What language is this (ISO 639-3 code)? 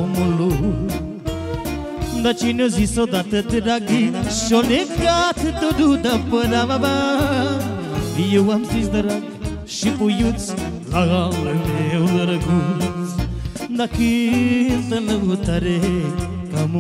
ron